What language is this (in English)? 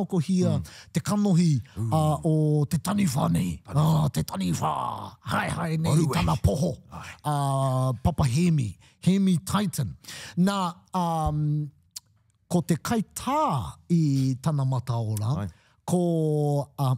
Māori